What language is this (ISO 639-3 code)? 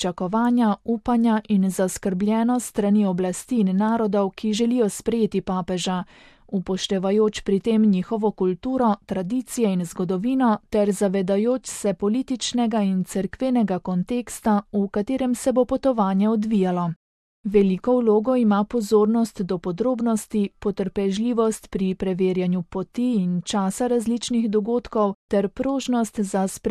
slv